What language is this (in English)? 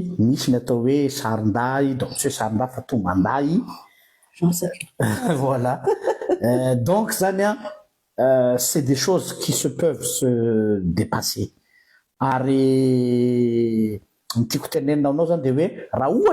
Malagasy